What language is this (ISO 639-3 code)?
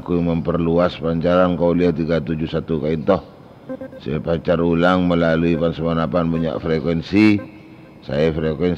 mad